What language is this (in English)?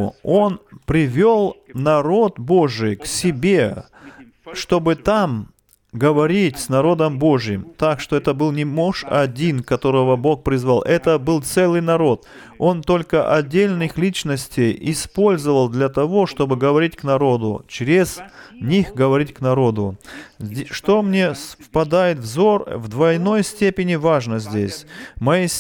Russian